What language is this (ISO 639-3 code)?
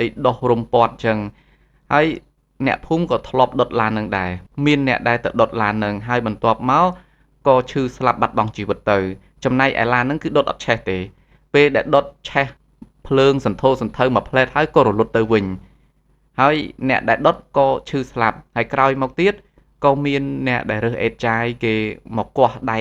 khm